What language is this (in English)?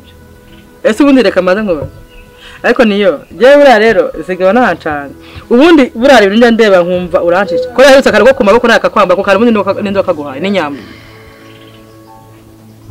Kinyarwanda